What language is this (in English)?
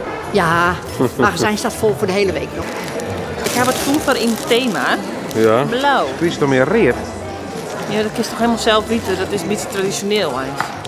Western Frisian